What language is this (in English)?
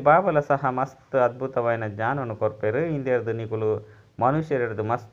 Tulu